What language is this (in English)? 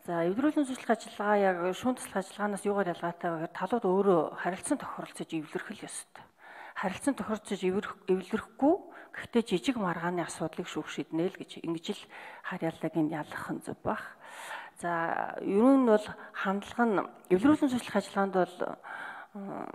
Mongolian